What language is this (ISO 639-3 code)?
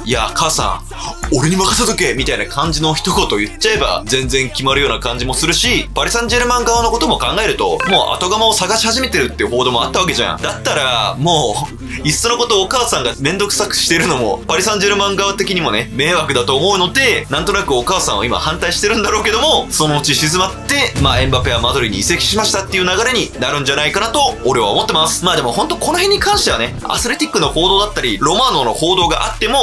jpn